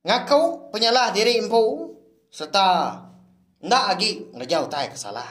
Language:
Iban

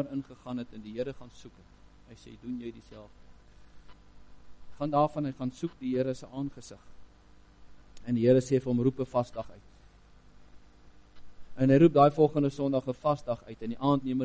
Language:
Afrikaans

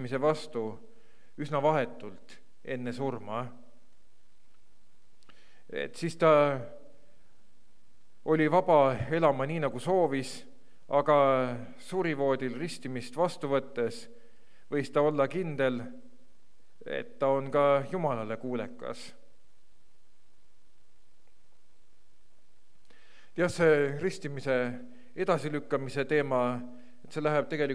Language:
Estonian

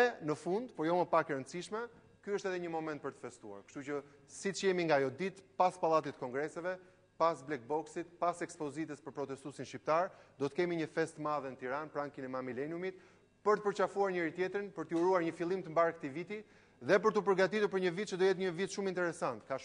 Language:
Albanian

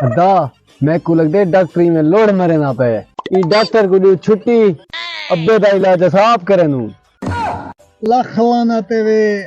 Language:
Saraiki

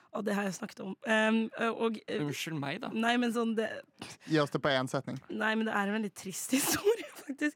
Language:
Norwegian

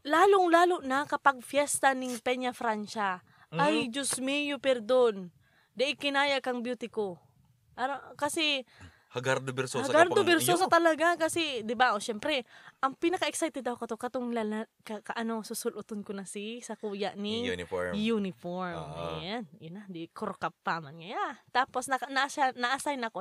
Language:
Bikol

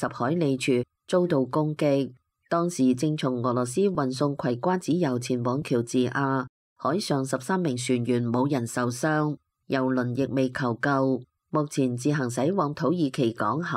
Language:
Cantonese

